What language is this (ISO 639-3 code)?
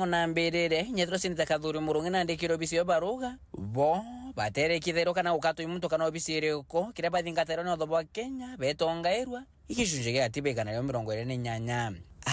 mer